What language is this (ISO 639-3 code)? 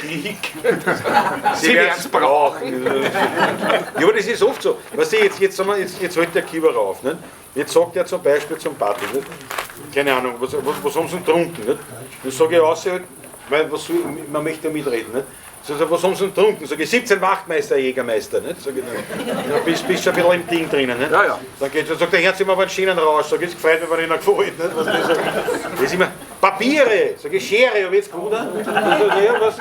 bar